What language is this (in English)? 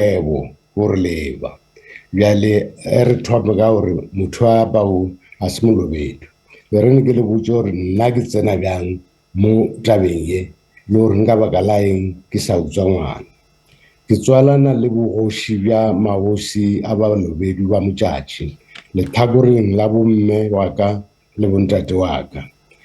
Northern Sotho